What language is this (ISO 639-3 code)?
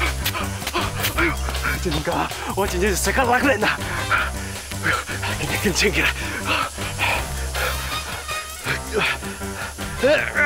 zho